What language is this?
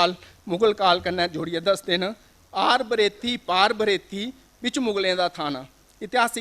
Dogri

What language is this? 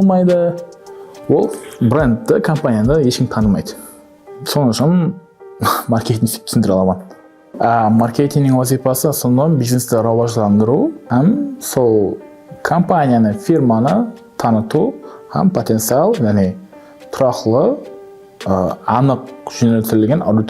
Kara-Kalpak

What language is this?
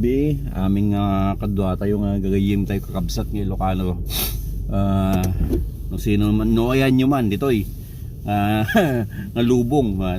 Iloko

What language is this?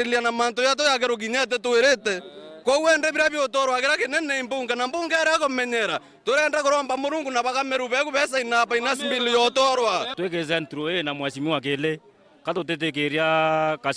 Meru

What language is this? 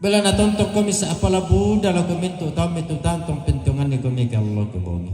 Toraja-Sa'dan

